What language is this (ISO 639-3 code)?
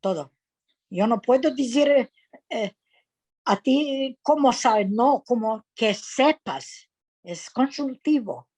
lad